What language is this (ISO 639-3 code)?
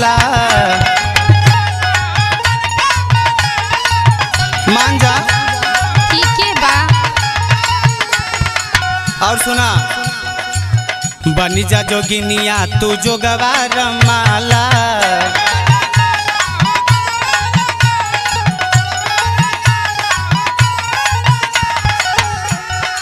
bho